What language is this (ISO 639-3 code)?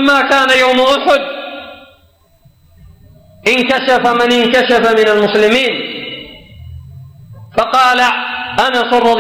ara